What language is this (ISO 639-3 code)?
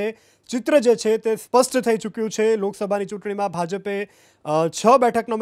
guj